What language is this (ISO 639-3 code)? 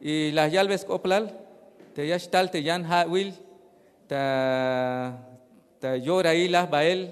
tzh